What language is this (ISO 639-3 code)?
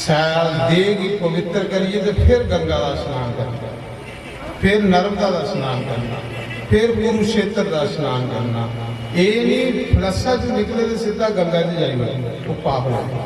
doi